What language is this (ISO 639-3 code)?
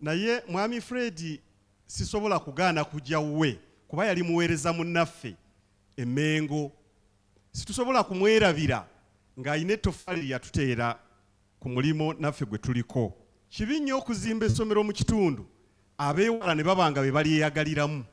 lug